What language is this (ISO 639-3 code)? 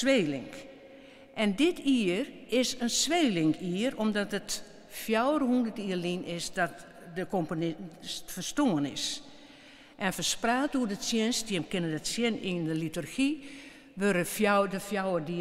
fry